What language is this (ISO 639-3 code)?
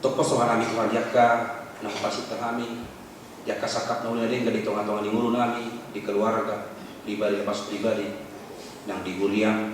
bbc